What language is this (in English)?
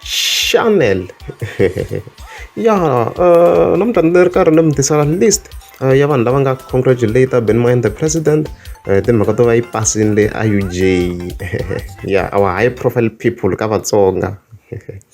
Tsonga